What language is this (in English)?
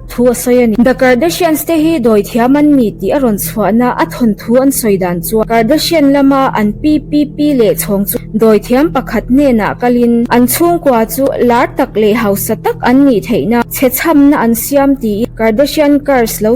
Mizo